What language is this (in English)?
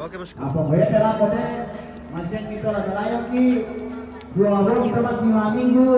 Toraja-Sa'dan